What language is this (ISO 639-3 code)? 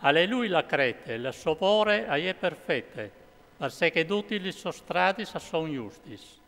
fur